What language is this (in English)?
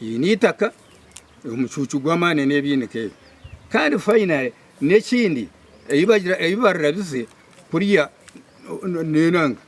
Nyankole